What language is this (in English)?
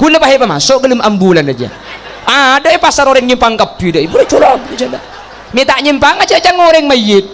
Madurese